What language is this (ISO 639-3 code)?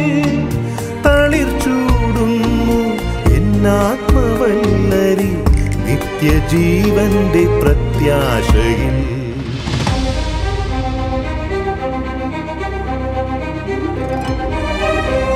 mal